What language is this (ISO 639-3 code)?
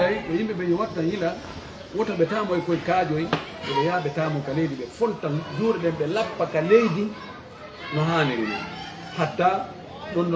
ful